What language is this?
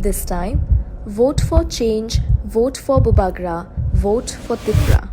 Kok Borok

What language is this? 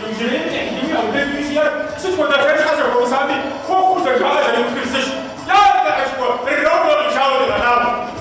Kabardian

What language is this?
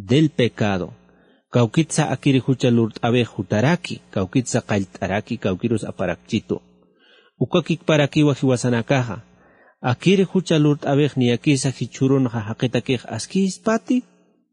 Aymara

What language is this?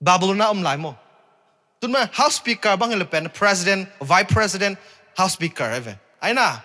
Tedim Chin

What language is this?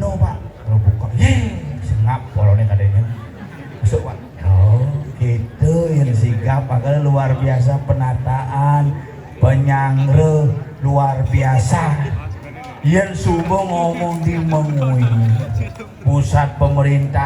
Balinese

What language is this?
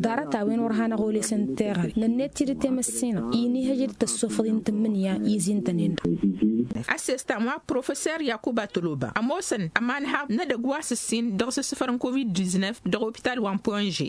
Tamasheq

